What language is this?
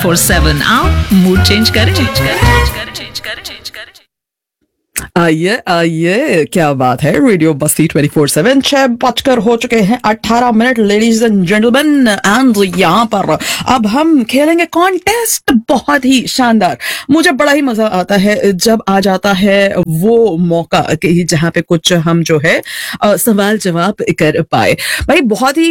Hindi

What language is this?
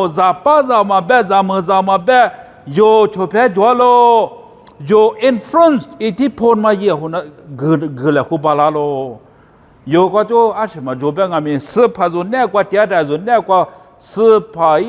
Lisu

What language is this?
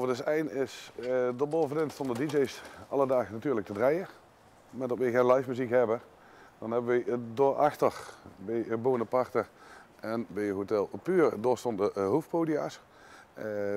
Limburgish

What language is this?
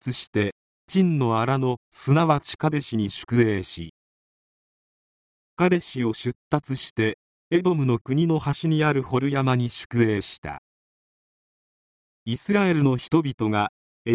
Japanese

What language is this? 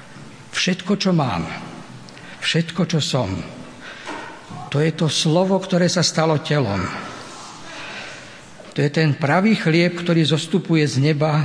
Slovak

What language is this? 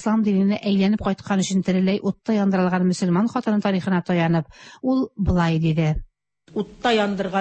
Tatar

